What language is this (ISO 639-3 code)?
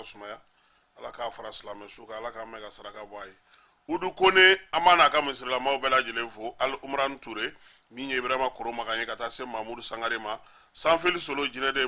bam